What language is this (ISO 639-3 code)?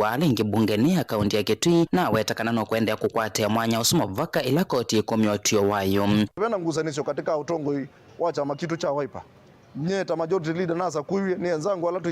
kam